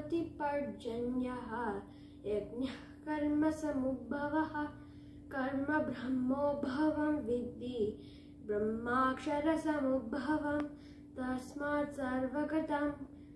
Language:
Sanskrit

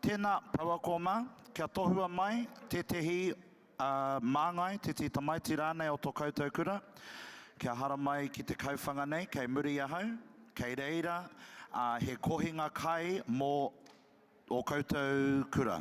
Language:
Māori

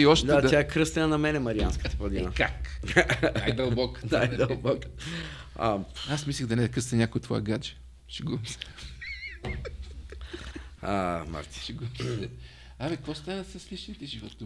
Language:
Bulgarian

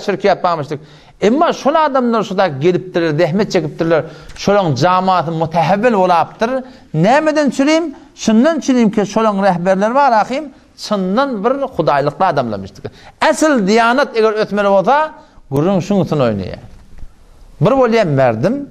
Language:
Turkmen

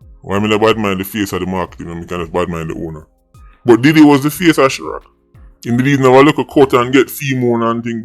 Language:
Jamaican Creole English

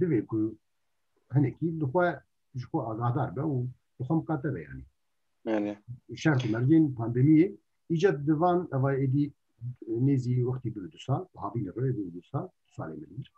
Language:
Kurdish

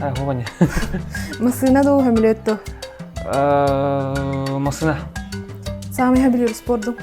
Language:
Yakut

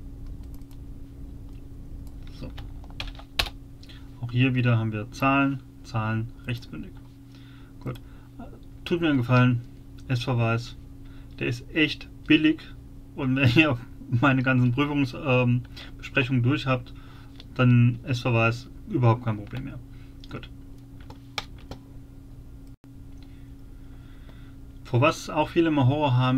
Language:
German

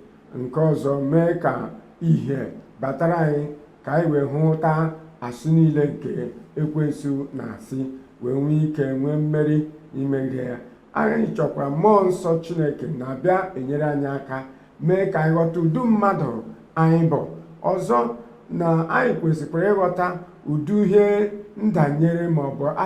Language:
Igbo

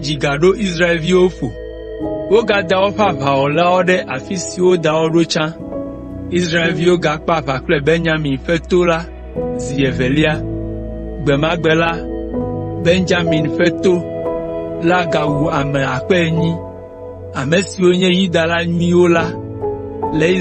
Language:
Ewe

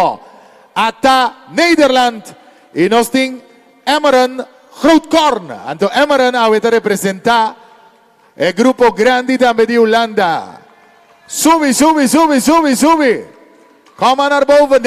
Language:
Papiamento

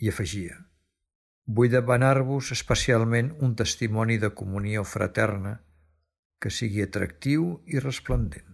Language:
Catalan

